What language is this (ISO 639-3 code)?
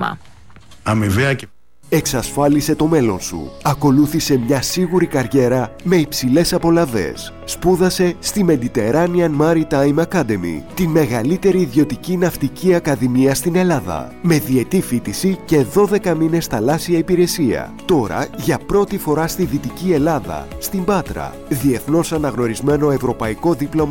ell